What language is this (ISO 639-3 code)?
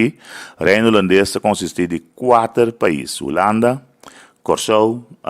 pap